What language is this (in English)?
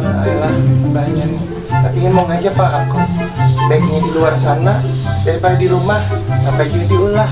Banjar